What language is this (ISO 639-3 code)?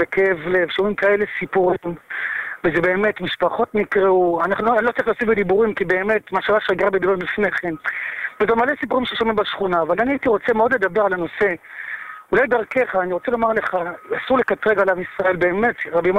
heb